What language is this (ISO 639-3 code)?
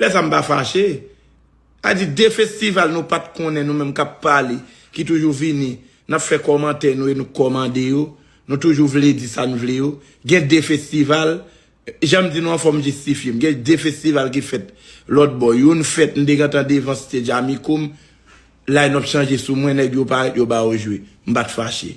hat